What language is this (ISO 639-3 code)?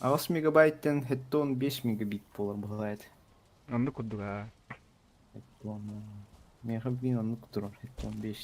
sah